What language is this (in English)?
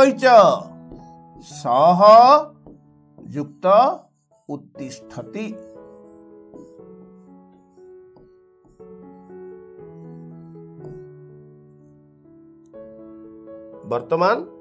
Odia